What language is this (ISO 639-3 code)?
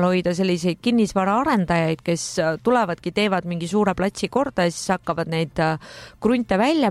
est